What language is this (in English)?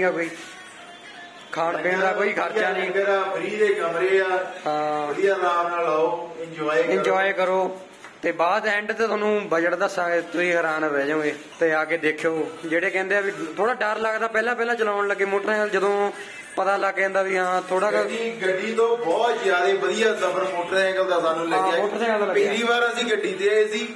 Punjabi